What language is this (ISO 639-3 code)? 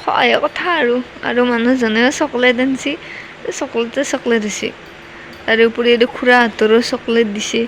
asm